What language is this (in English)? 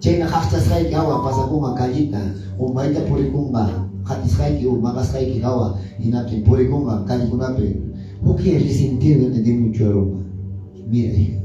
Quechua